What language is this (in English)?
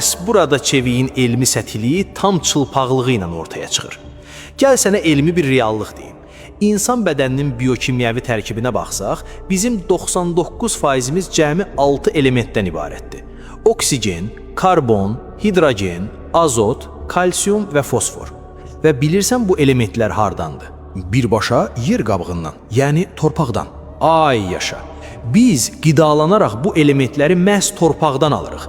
Azerbaijani